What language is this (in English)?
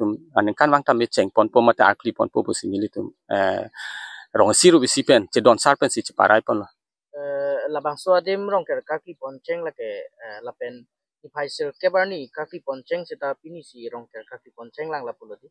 Karbi